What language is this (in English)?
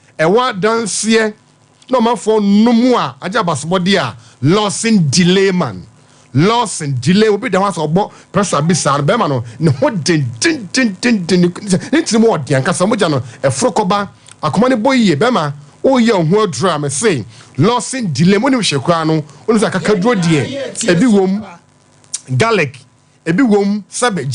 Akan